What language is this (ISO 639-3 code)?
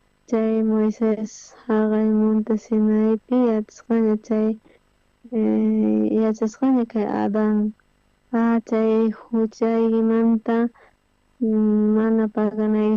quh